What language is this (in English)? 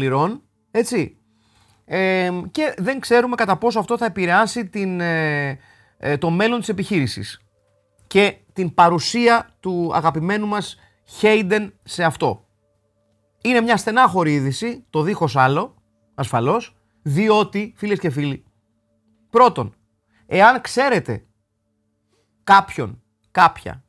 Greek